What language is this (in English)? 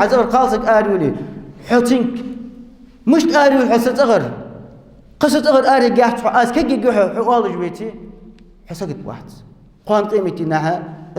Ingush